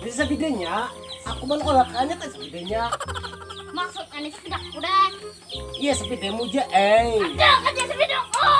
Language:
Banjar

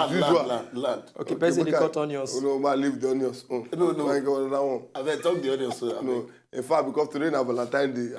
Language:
Nigerian Pidgin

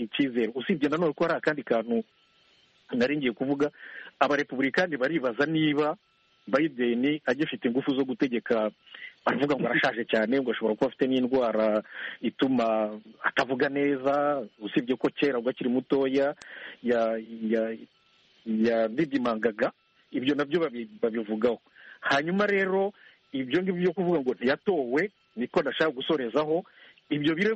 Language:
Kinyarwanda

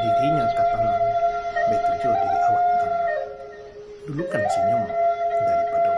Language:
Minangkabau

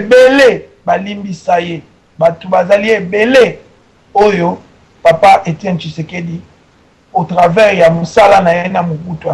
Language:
Lingala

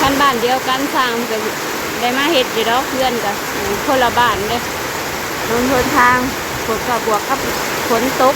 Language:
Northeastern Thai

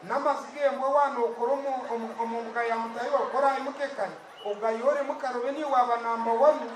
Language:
Nyankole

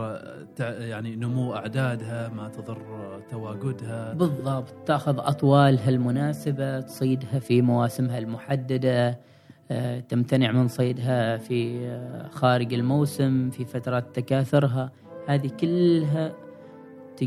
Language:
Gulf Arabic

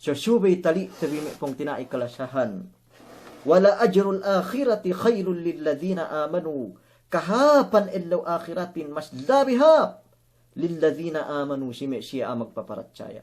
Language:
Yakan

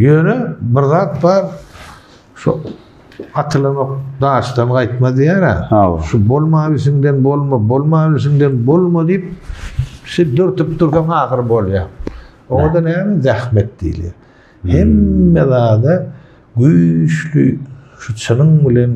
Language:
Turkmen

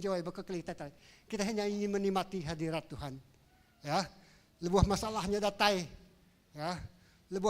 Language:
Iban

